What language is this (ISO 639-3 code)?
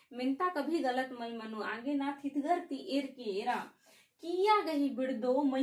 kru